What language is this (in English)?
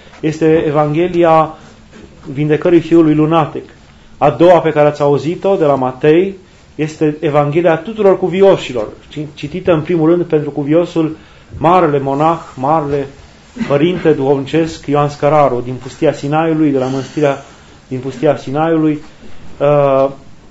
Romanian